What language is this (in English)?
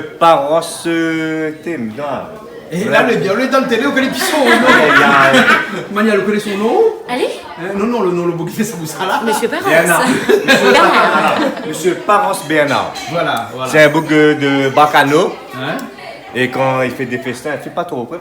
Réunion Creole French